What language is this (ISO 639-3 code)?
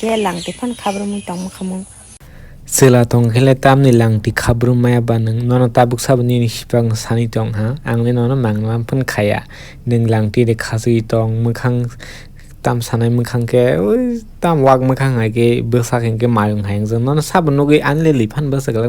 trp